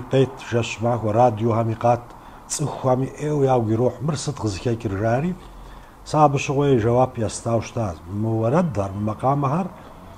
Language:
Kabardian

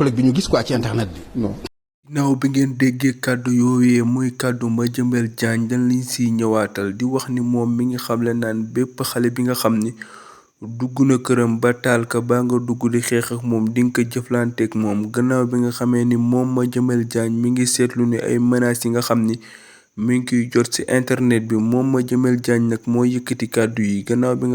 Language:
Wolof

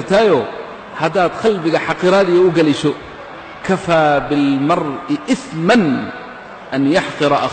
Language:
Somali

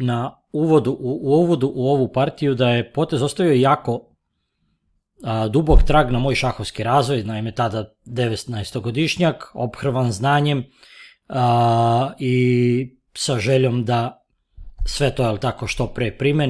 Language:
Serbian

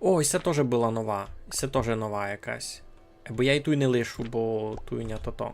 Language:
Rusyn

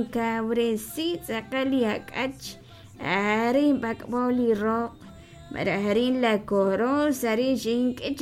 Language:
Kekchí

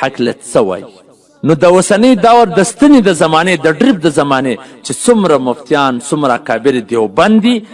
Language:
Pashto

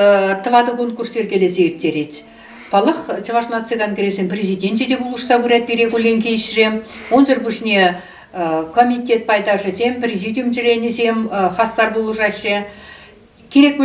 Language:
Chuvash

